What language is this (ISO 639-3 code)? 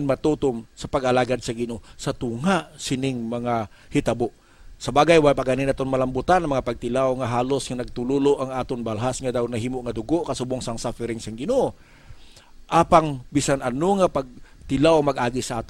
hil